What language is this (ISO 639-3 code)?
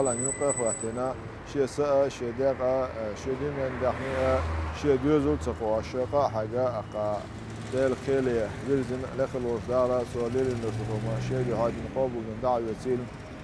che